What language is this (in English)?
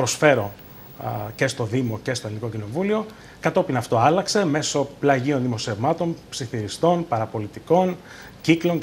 Greek